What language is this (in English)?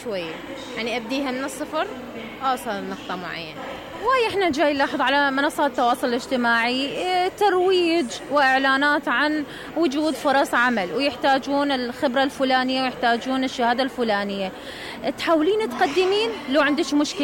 Mesopotamian Arabic